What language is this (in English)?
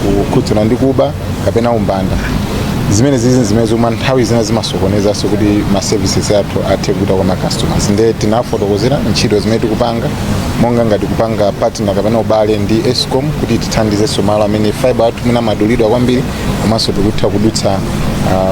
Nyanja